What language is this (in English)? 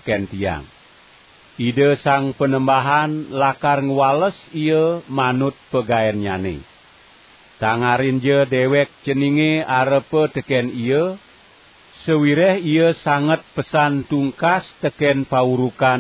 Balinese